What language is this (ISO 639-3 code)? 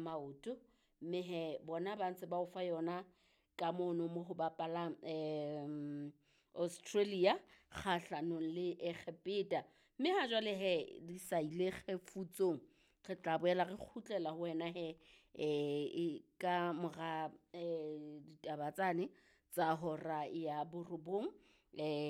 sot